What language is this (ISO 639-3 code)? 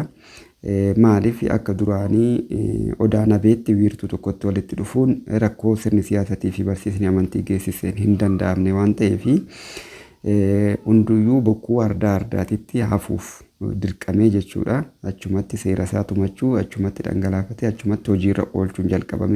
orm